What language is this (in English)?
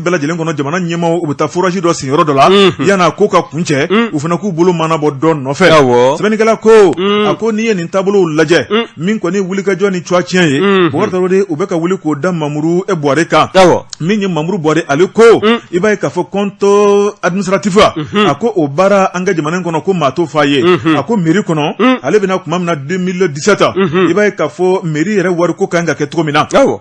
Bambara